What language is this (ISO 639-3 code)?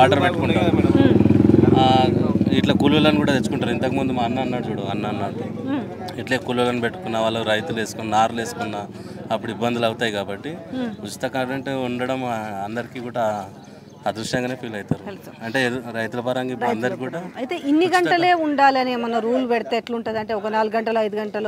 tel